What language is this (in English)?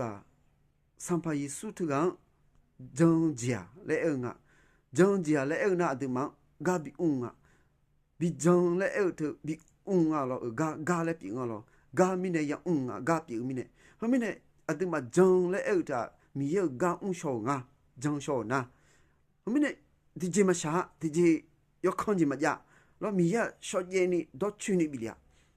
Akha